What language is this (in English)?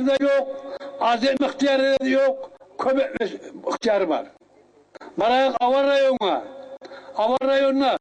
Kumyk